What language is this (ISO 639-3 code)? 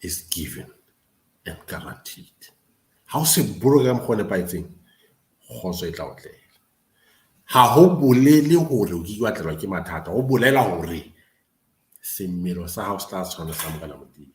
sot